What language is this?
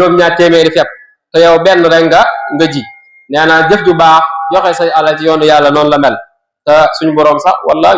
Wolof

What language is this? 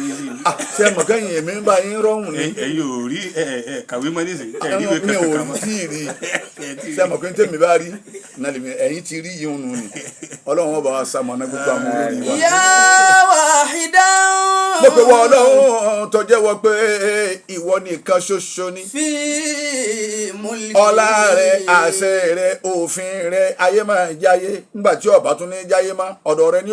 Yoruba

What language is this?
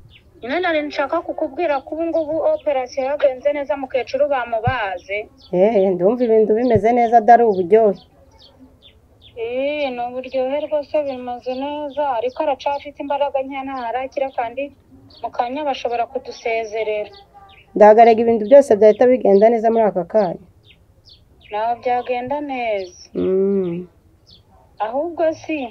Kinyarwanda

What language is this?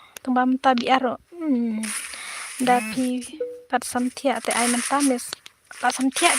Khasi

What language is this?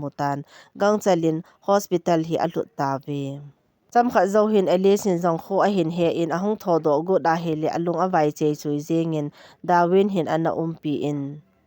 Thado Chin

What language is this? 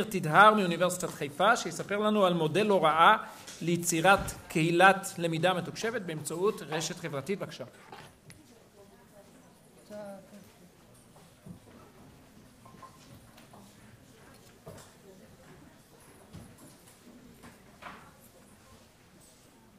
Hebrew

